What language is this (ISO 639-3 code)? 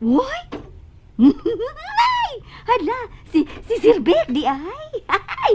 ceb